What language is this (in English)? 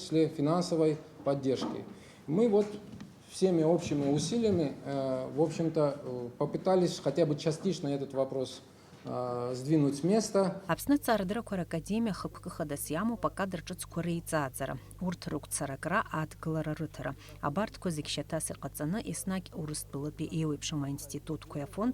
Abkhazian